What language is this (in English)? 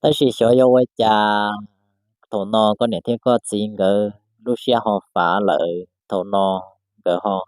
Hmong